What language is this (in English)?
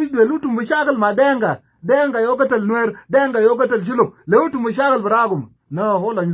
Nuer